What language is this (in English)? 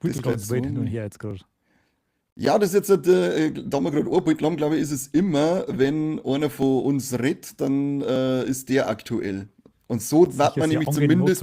Bavarian